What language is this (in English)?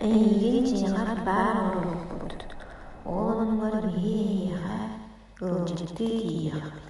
Yakut